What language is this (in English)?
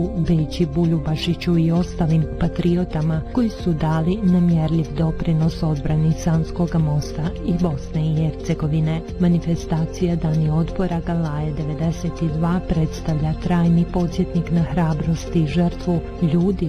Bosnian